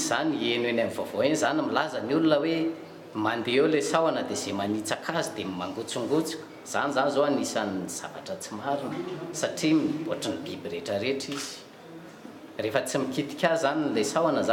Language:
Malagasy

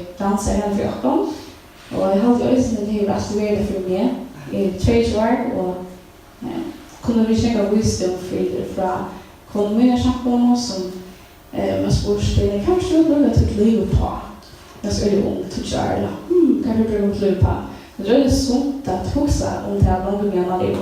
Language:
Faroese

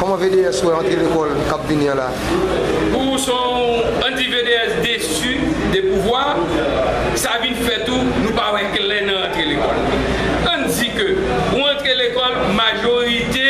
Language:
Haitian Creole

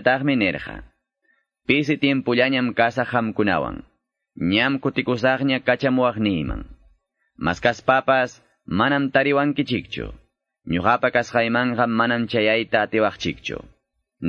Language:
Quechua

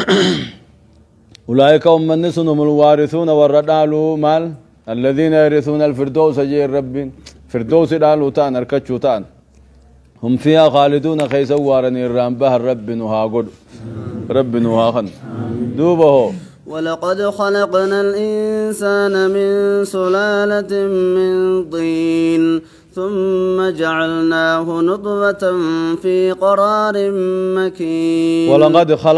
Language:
Oromo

